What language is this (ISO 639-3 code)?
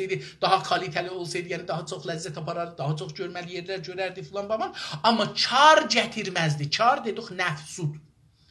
azb